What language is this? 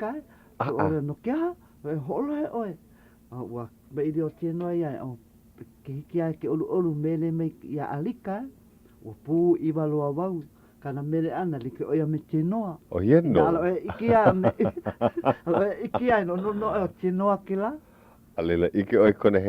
Hawaiian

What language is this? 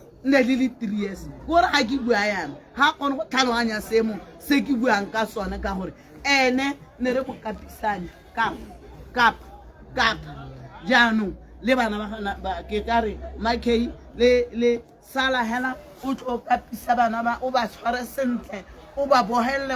Tswana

